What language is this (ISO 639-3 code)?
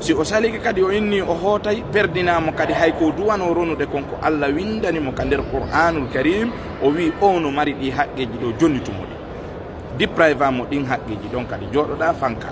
ful